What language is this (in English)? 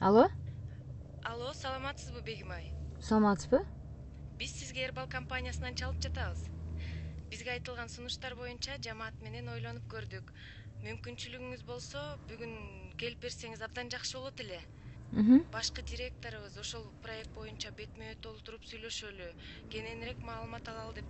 Kyrgyz